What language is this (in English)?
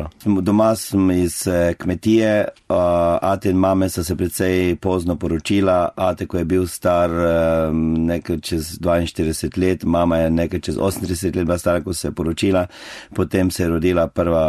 Slovenian